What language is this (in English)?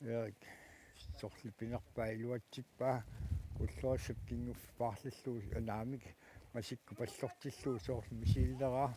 Kalaallisut